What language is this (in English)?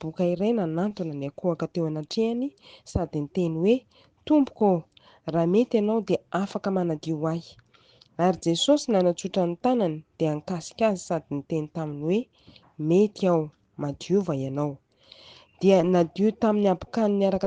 Malagasy